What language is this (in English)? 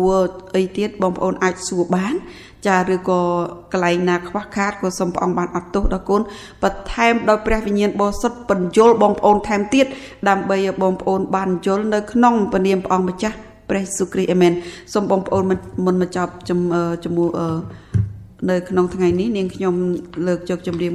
Khmer